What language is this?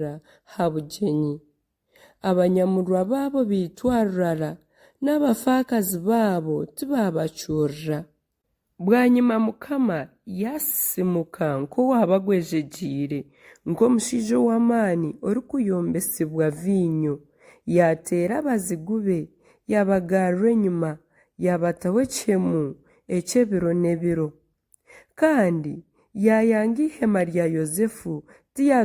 Nyankole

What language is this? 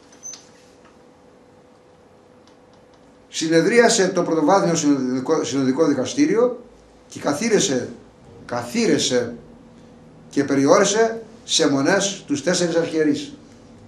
Greek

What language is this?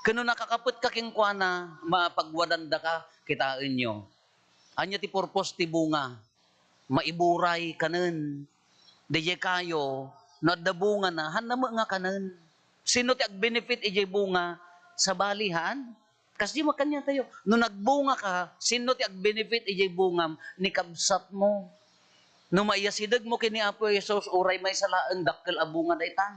Iloko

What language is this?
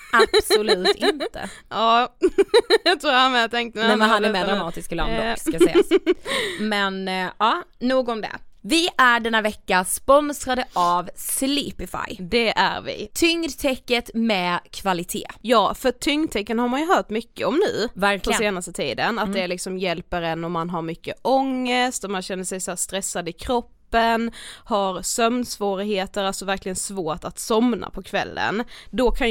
Swedish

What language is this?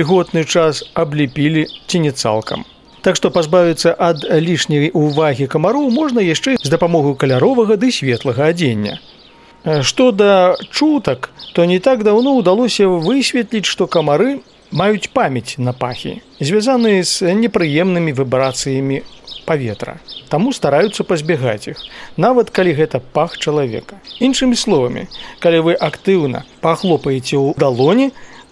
Belarusian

